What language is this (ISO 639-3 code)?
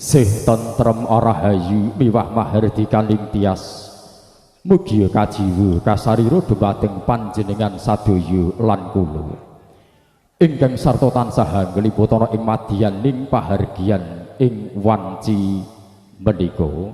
jav